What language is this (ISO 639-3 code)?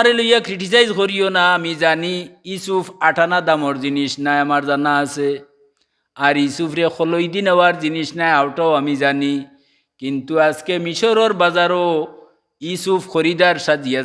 syl